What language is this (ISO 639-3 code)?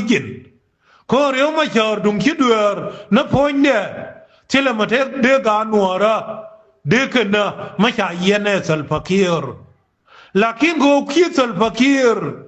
nus